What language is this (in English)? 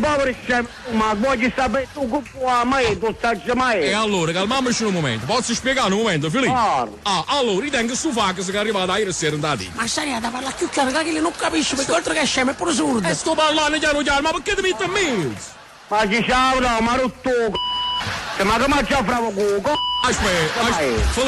Neapolitan